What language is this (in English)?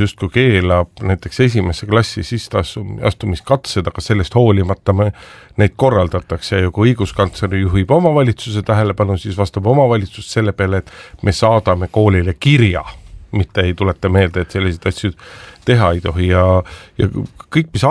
Estonian